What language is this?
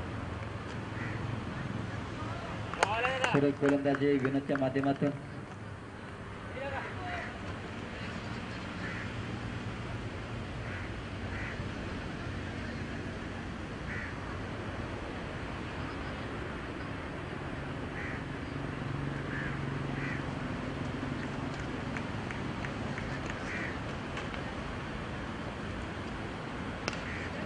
Marathi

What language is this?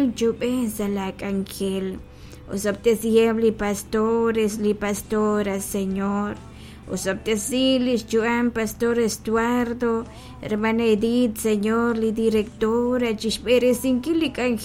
Kekchí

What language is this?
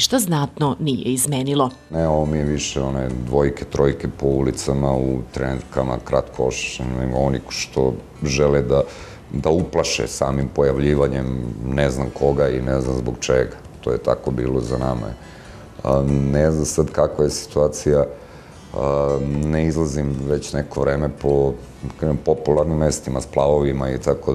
Serbian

